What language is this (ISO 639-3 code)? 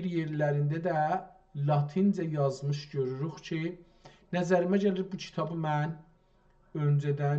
azb